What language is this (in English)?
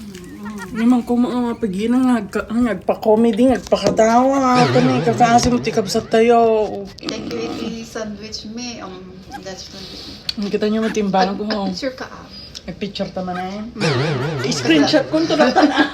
Iloko